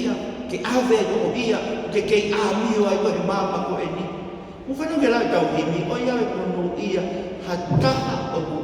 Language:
Tongan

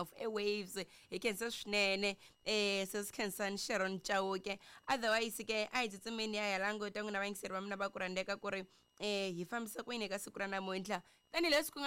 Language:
Tsonga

